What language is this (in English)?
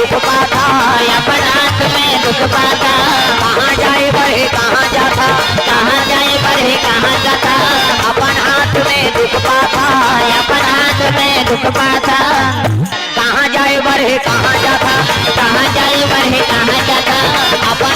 Chhattisgarhi